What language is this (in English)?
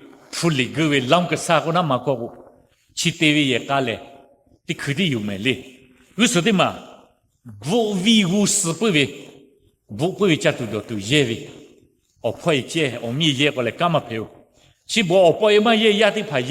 Lahu